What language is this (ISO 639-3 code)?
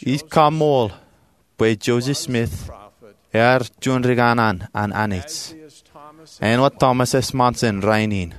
mah